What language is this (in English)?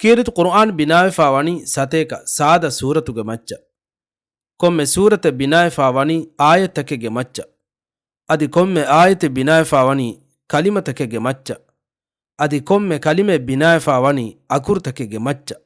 Divehi